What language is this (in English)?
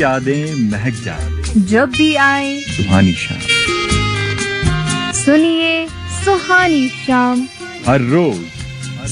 Hindi